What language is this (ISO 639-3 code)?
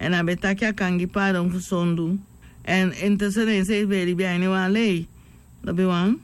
srn